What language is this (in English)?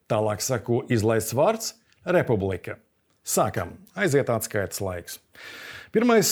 Latvian